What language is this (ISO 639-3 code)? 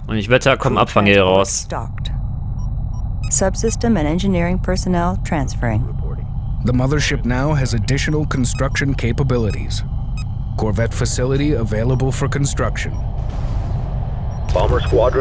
deu